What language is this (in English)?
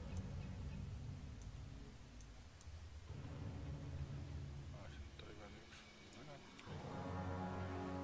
Finnish